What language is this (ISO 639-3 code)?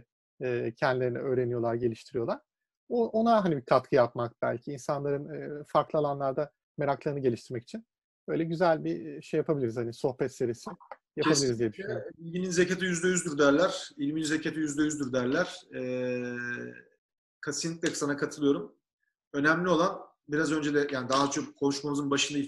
tur